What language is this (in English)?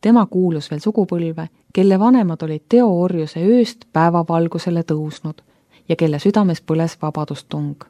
Estonian